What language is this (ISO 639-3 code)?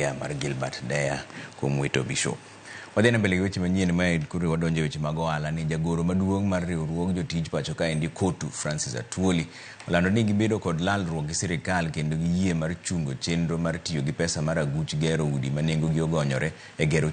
luo